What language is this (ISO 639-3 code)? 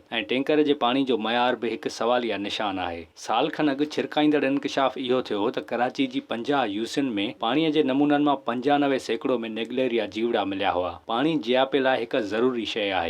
snd